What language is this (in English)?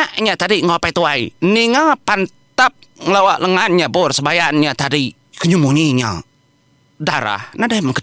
Iban